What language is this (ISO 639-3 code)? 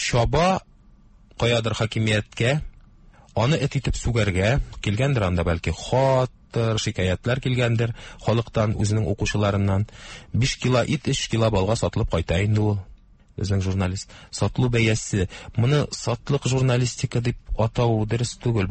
tat